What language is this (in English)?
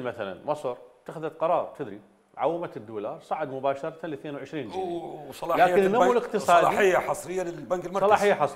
Mesopotamian Arabic